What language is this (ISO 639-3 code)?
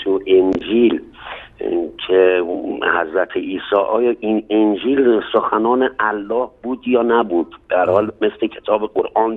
fas